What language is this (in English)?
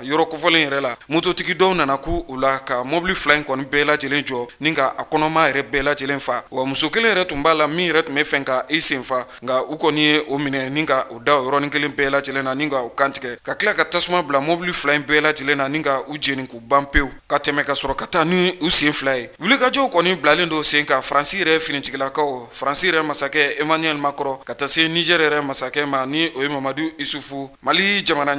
Bambara